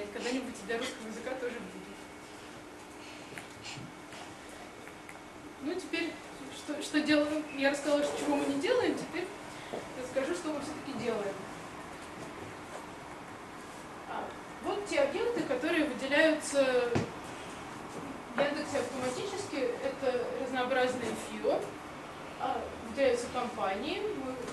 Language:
Russian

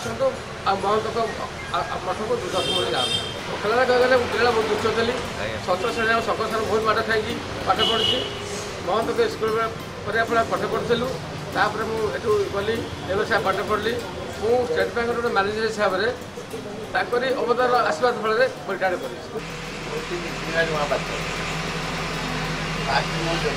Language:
Odia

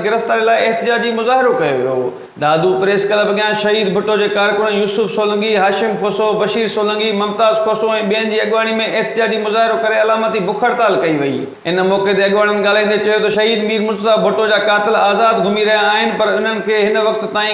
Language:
Sindhi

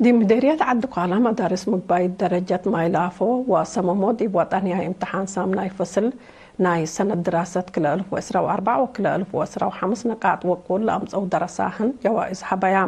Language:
Tigre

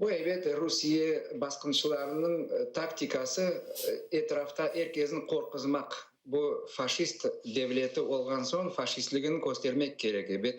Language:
Crimean Tatar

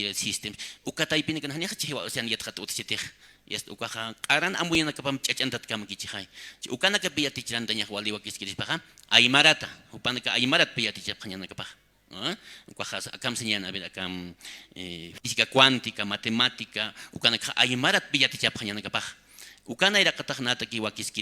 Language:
Aymara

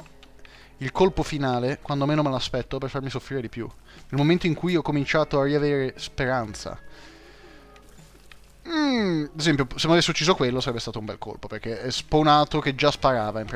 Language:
Italian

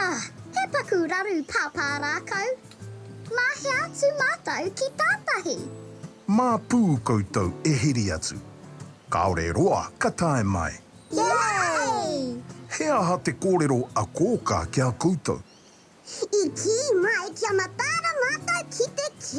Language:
Māori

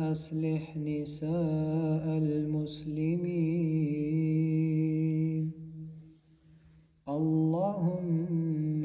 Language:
Arabic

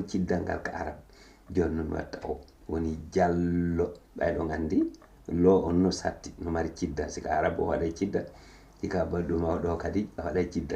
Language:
Fula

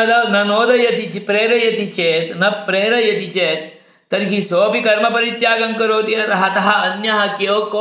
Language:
Sanskrit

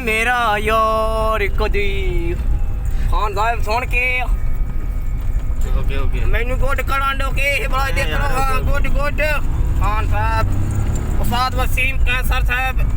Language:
Saraiki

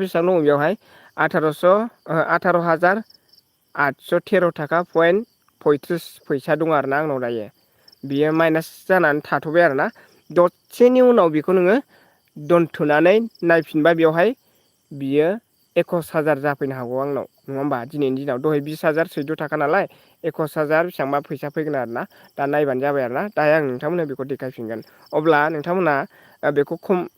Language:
Bodo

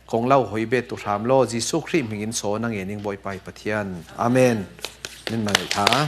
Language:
Falam Chin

